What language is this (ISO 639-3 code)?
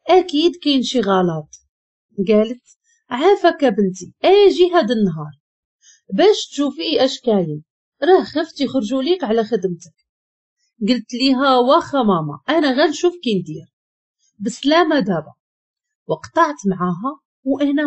ary